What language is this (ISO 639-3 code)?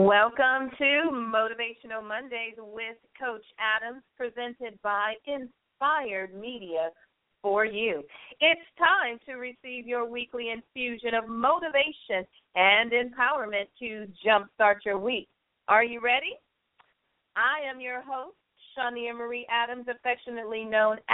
eng